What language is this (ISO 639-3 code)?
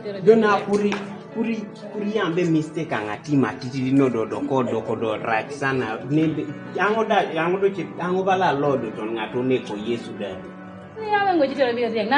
kdi